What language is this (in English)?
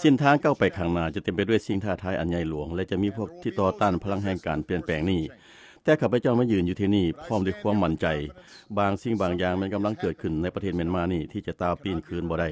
Lao